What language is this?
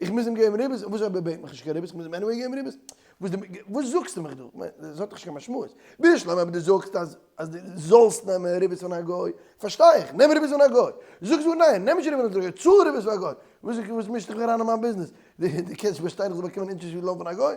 Yiddish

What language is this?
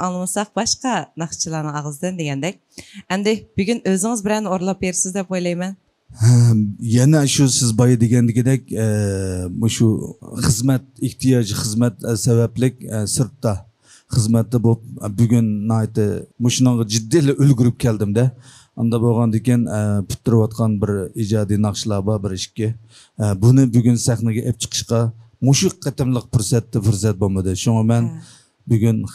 Uyghur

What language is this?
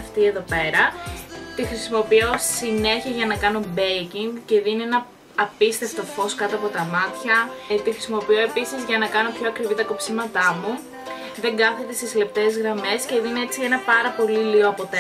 Greek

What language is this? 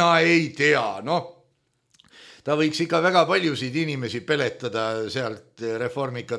Estonian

